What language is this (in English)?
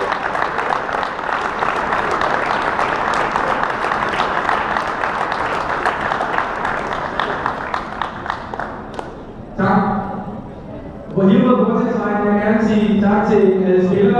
Danish